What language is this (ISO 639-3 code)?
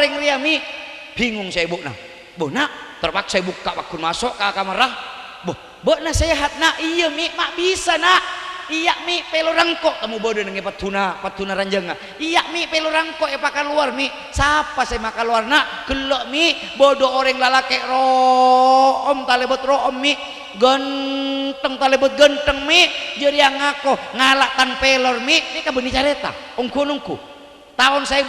mad